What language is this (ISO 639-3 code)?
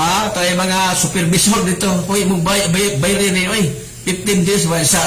ceb